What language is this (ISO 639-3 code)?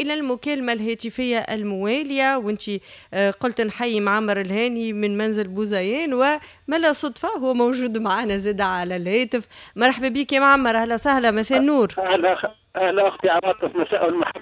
aeb